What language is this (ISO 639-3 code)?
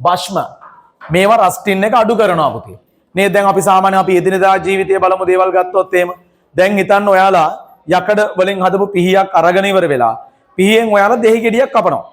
sin